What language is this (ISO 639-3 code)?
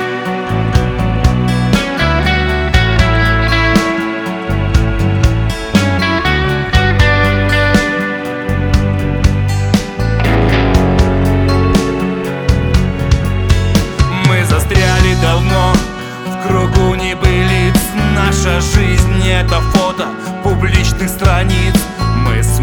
rus